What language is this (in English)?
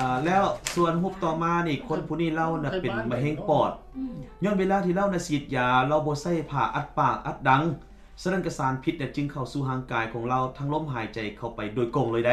Lao